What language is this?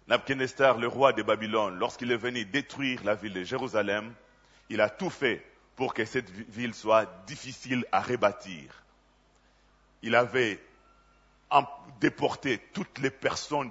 French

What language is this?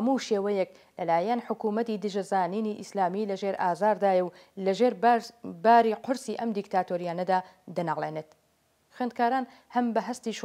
Central Kurdish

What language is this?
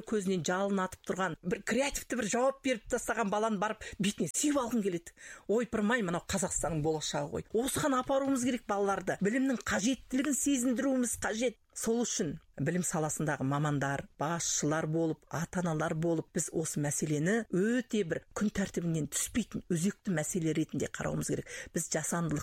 Kazakh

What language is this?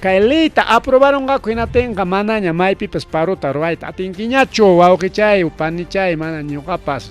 Ayacucho Quechua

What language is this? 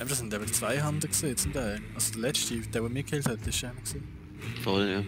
Swiss German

